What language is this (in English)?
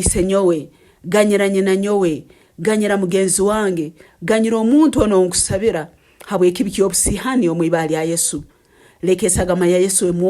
Nyankole